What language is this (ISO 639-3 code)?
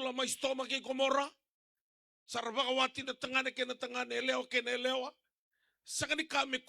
fij